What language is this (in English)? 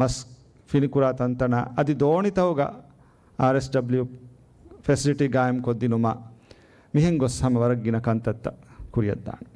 Divehi